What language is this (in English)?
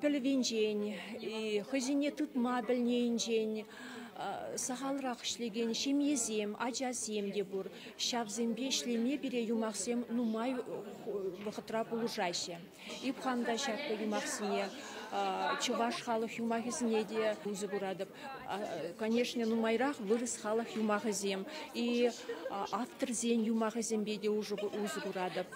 Chuvash